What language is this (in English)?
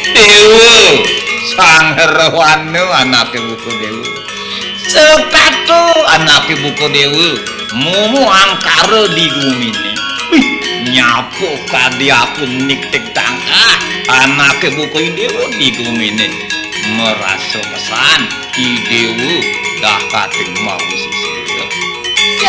Balinese